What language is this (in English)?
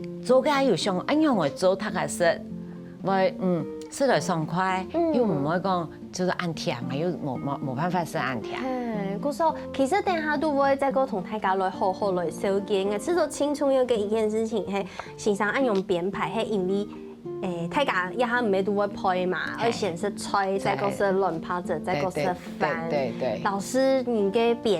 Hakka Chinese